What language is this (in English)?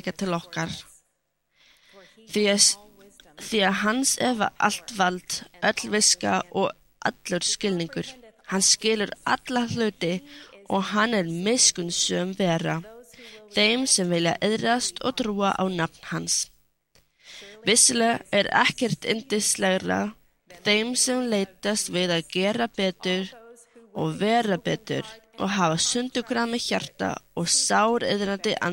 Icelandic